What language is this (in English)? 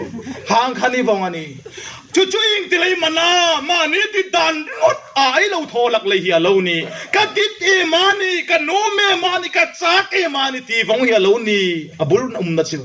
Hmar